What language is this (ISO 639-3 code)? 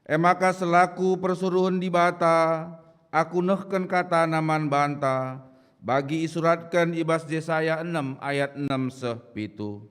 btx